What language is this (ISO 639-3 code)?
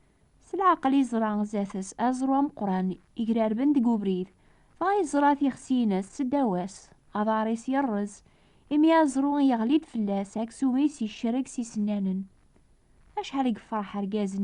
kab